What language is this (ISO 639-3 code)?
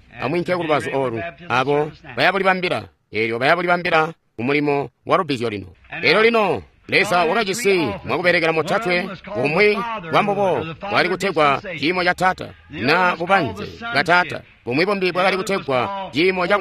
toi